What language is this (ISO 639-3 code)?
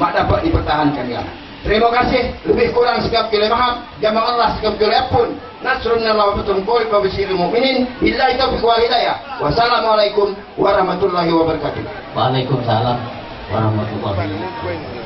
abl